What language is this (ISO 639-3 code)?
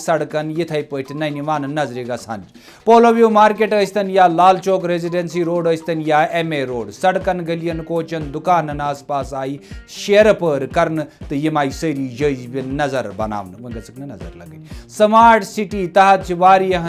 kas